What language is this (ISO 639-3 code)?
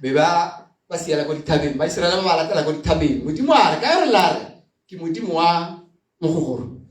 tsn